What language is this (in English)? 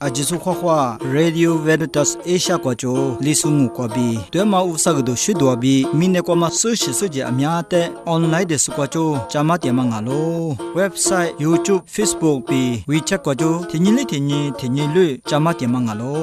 Lisu